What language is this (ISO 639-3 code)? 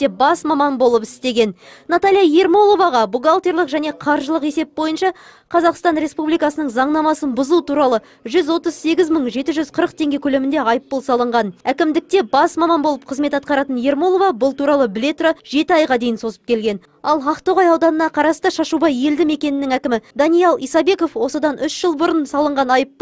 kaz